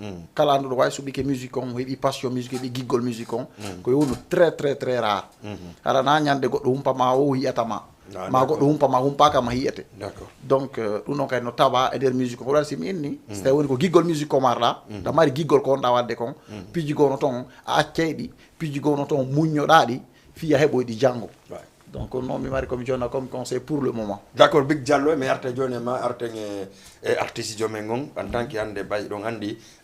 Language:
Fula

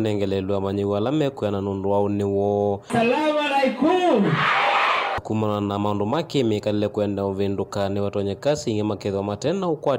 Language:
Kamba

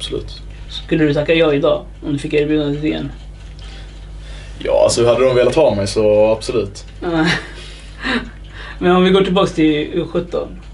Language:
Swedish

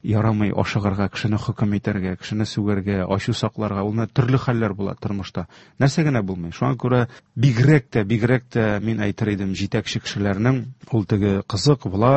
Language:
Tatar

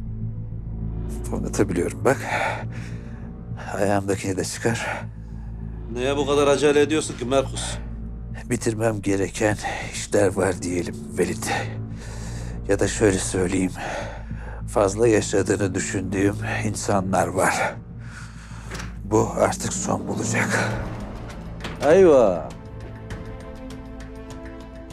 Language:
Turkish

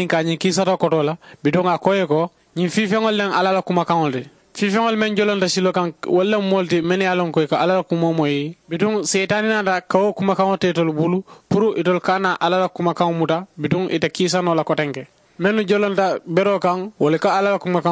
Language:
Mandingo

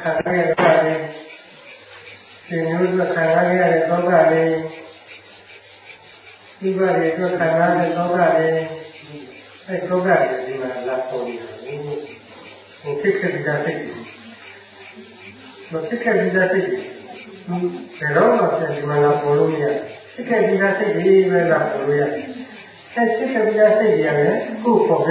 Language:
Burmese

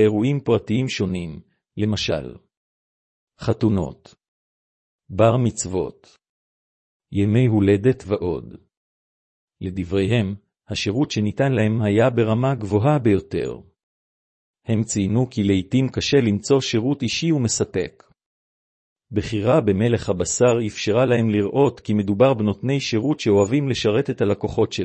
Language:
Hebrew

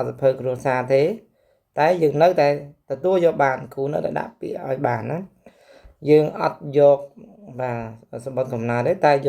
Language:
Khmer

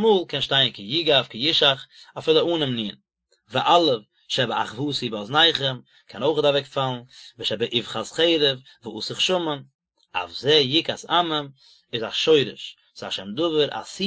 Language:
Yiddish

